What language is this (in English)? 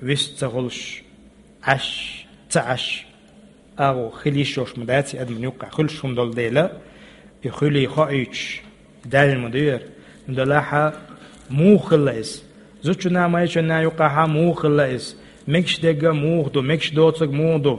Chechen